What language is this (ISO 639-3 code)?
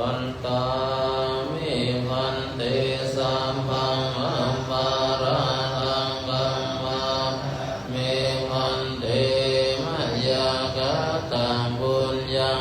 pli